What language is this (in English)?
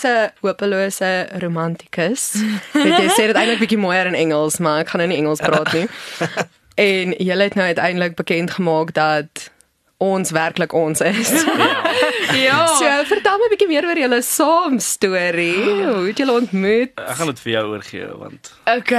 Afrikaans